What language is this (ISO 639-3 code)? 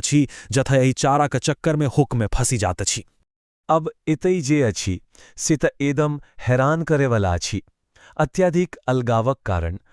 mai